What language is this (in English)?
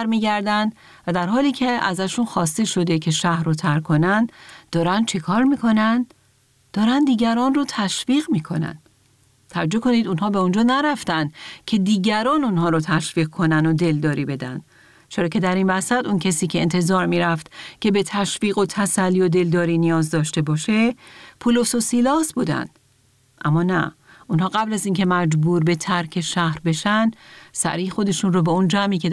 Persian